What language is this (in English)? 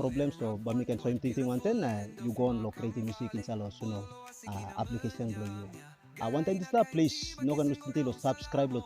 Tok Pisin